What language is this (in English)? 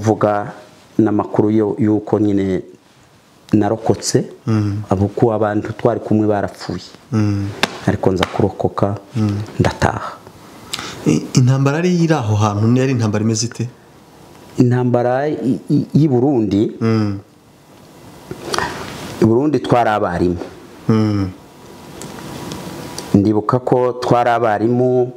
Kinyarwanda